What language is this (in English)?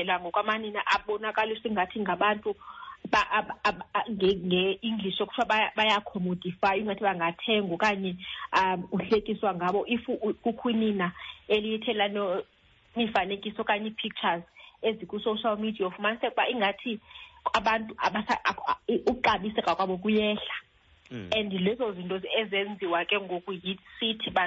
Xhosa